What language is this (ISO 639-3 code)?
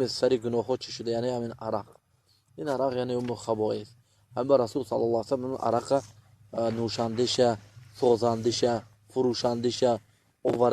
tgk